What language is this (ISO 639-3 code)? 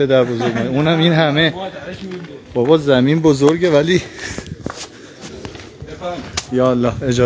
fas